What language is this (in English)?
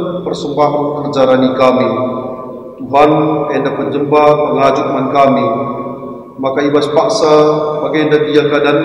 Batak Karo